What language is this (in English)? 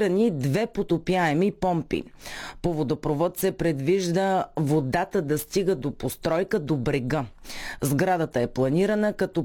Bulgarian